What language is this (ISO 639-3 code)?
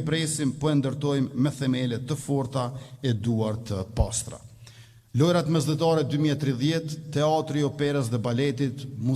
sqi